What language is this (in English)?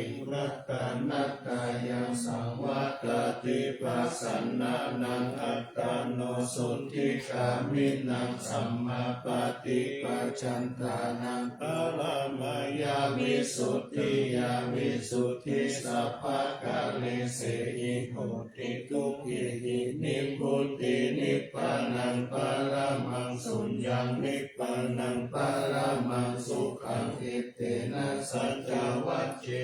Pali